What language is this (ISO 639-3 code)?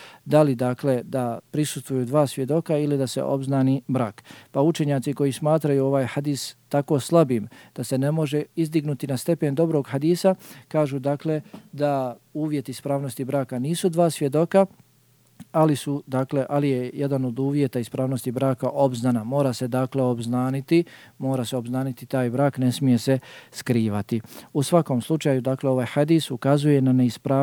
bos